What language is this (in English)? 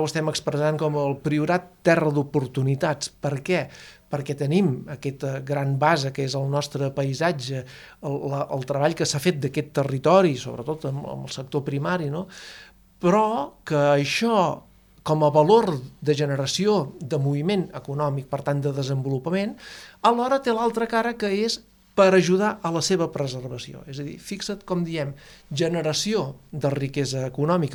Catalan